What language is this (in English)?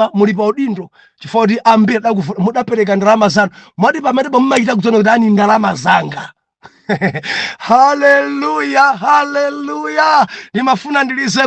Nyanja